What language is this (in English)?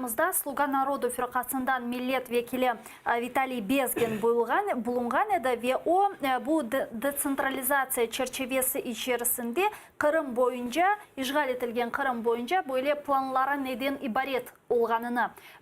Crimean Tatar